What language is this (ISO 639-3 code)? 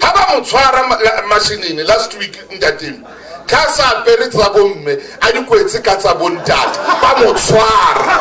sot